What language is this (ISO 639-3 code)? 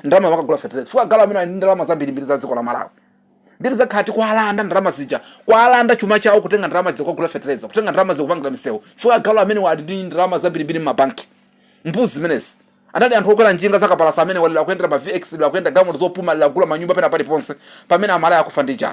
nya